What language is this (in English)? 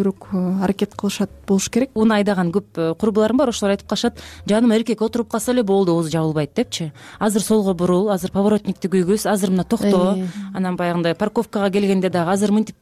Kyrgyz